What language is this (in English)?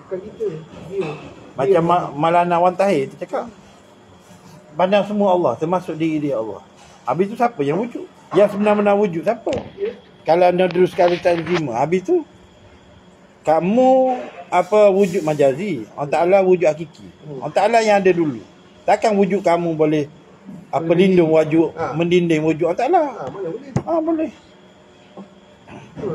Malay